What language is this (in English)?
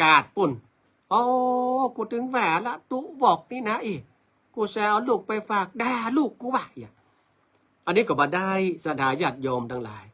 Northern Thai